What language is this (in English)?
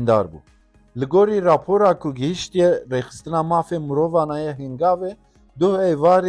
Kurdish